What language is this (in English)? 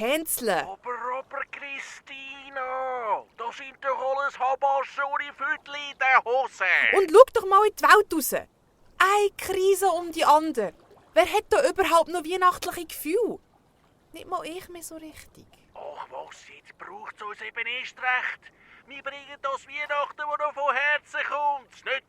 Swiss German